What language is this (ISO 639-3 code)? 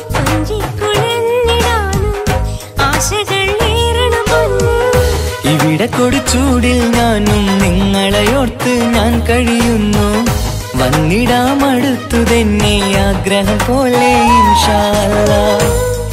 mal